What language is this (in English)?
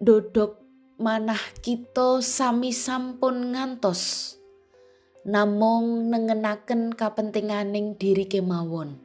Javanese